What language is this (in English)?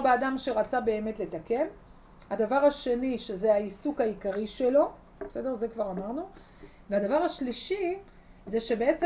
Hebrew